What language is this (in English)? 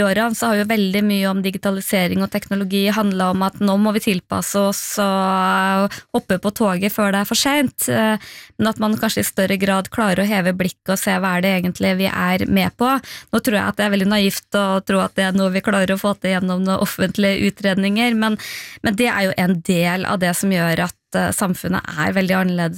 Norwegian